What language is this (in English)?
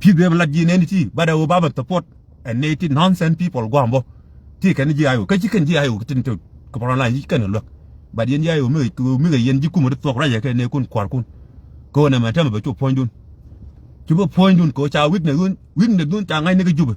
Nuer